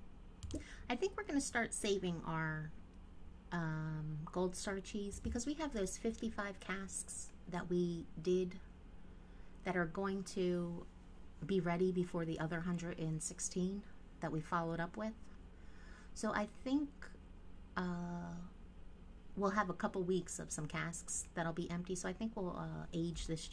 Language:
English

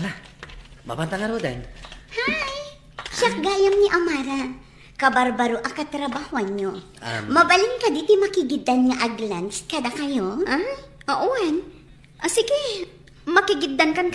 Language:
Iloko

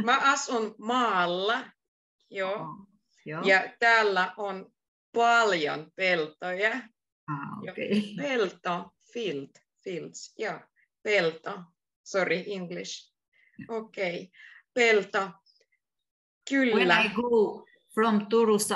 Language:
Finnish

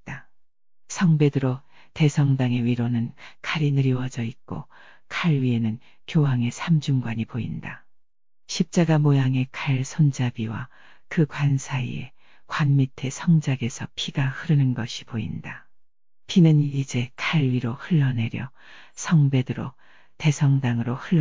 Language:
Korean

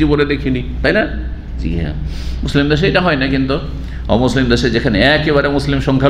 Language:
Bangla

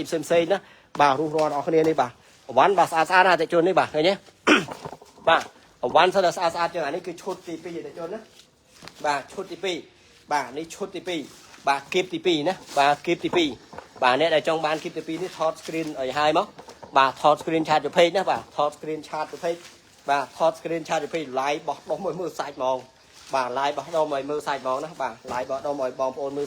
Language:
Khmer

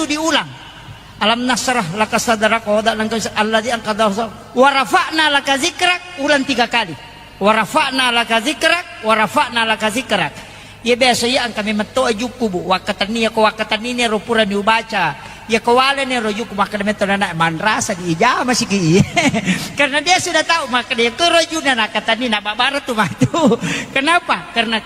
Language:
Buginese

